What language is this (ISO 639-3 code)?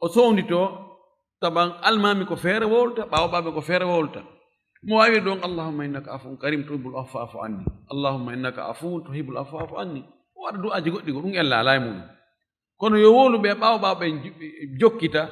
ful